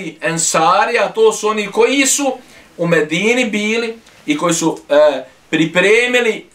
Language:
Bosnian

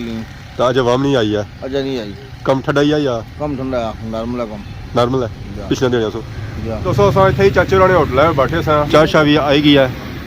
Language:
Pahari-Potwari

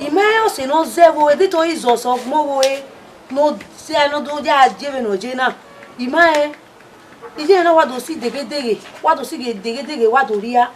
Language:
Bini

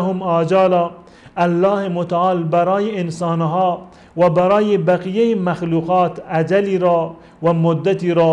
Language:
Persian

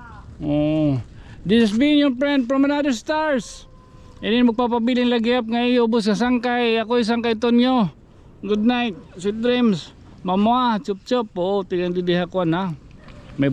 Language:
Waray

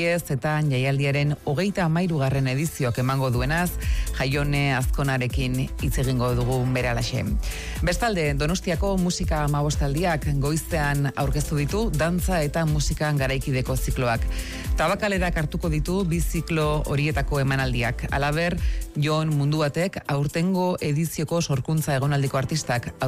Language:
Basque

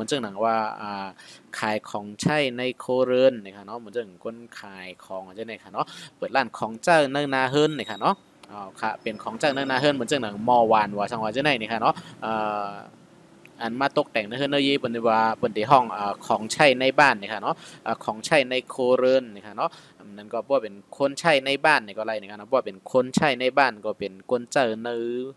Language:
Shan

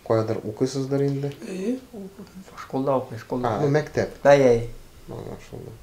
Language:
Tatar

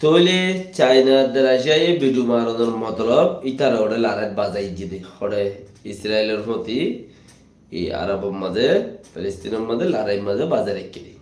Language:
Rohingya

